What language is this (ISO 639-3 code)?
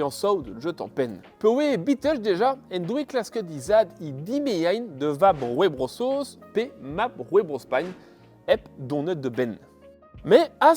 bre